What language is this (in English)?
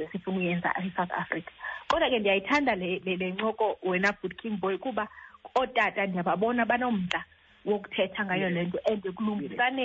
Xhosa